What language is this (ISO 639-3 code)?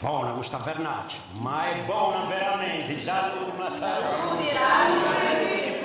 srd